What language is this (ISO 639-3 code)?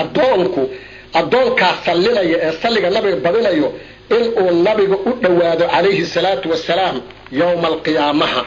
som